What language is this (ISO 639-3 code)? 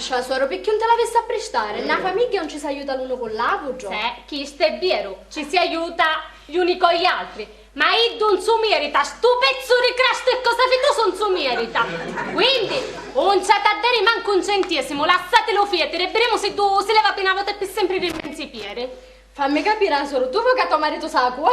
scn